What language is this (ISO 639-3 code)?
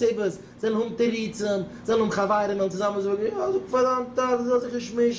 yid